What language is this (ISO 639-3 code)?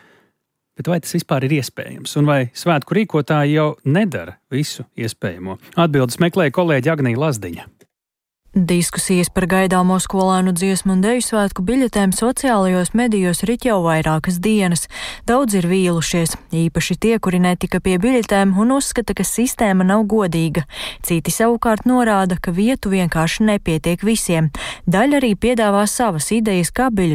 lav